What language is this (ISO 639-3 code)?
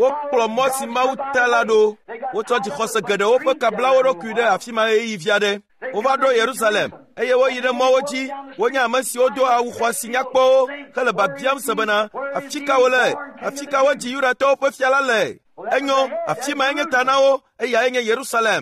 ewe